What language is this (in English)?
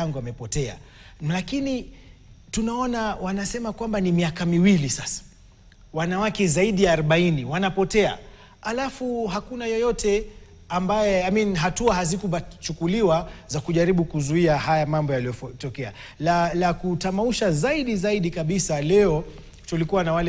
Swahili